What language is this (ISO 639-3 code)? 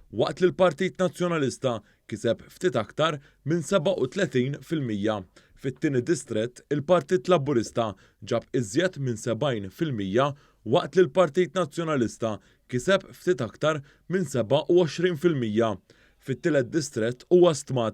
mlt